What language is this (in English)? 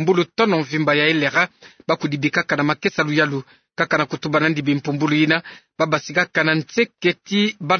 Kituba (Democratic Republic of Congo)